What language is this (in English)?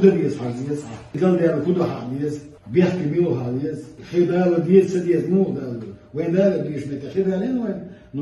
Chechen